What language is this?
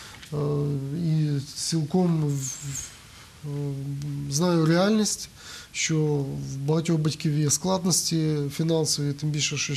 Ukrainian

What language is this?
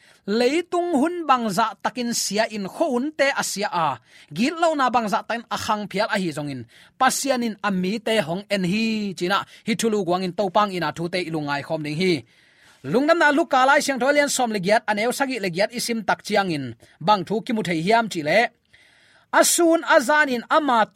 Tedim Chin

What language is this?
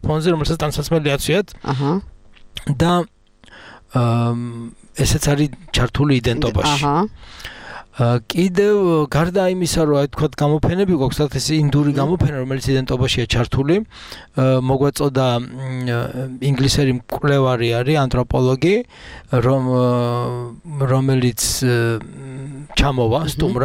Georgian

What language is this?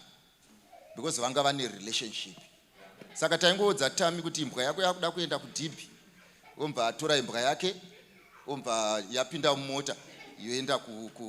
Shona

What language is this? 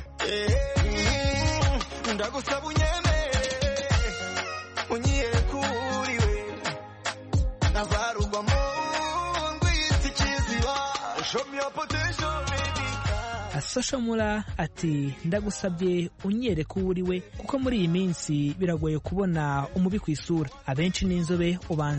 Kinyarwanda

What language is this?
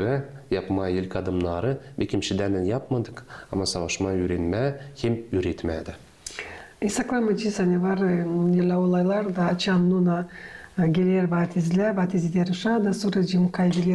Gagauz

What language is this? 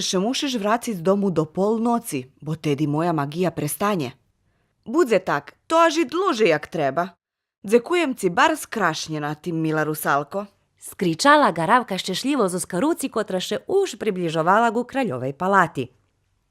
Rusyn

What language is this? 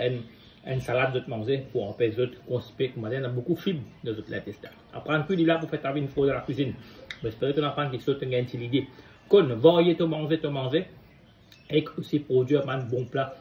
Morisyen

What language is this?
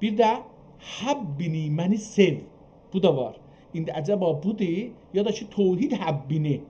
South Azerbaijani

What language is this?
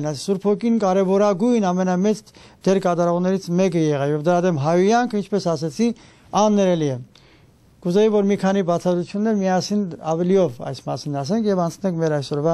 Armenian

